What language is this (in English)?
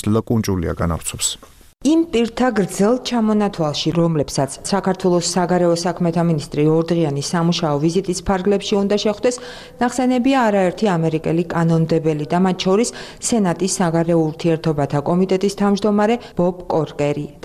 Georgian